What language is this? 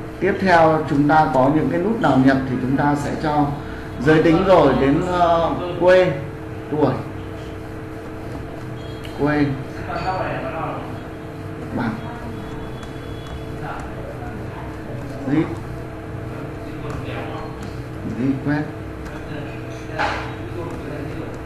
Vietnamese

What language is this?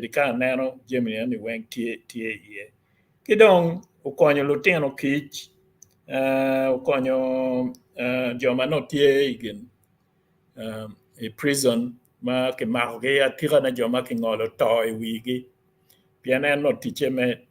Acoli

